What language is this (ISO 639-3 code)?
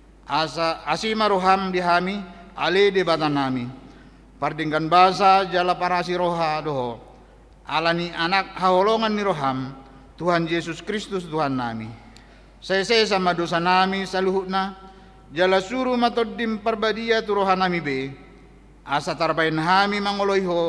bbc